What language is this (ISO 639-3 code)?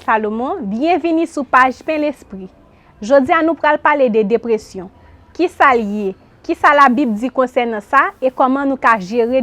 hat